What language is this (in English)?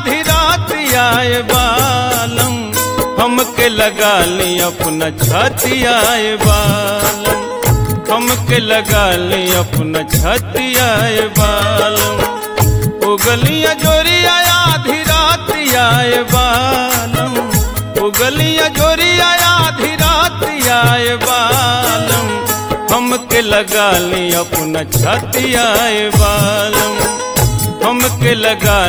Bhojpuri